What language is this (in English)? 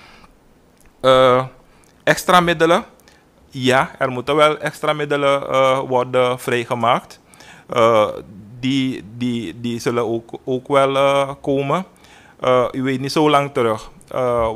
Dutch